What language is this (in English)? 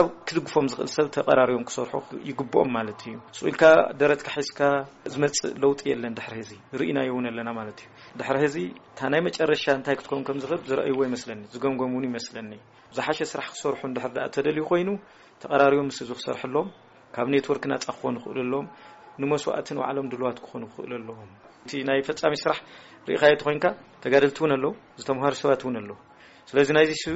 Tigrinya